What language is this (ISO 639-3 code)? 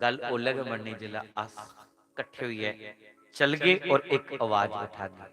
doi